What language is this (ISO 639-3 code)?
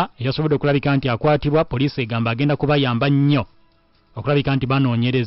lug